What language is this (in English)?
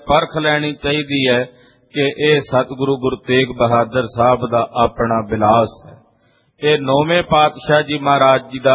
Punjabi